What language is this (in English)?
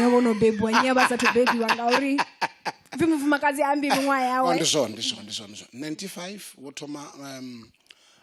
Venda